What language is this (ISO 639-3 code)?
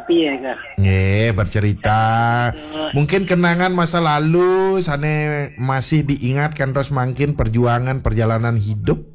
ban